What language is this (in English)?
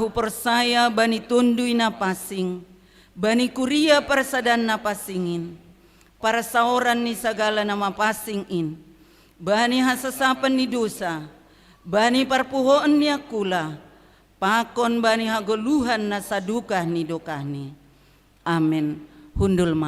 Batak Simalungun